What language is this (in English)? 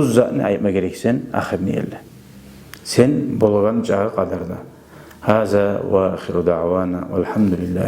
Kumyk